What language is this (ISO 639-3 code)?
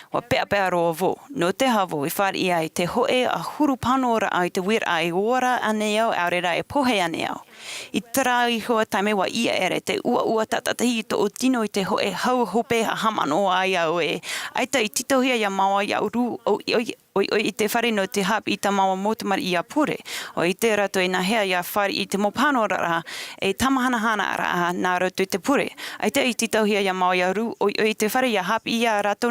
tah